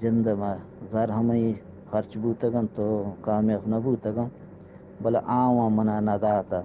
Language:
Eastern Balochi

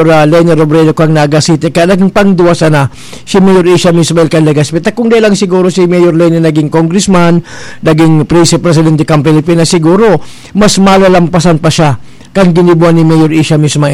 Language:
Bikol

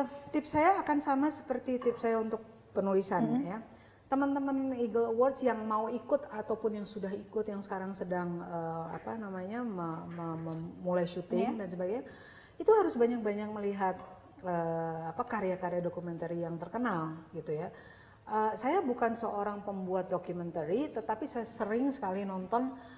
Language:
Indonesian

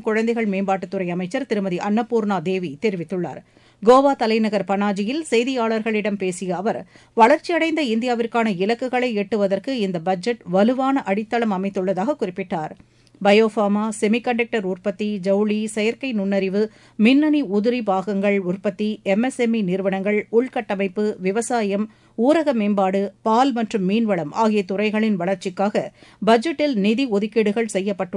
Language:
Tamil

